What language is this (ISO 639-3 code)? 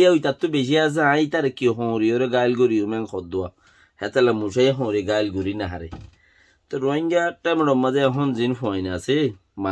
rhg